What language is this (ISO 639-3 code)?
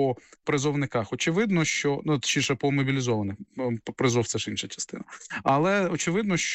ukr